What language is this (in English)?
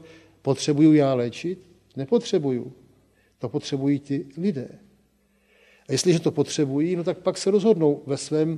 Czech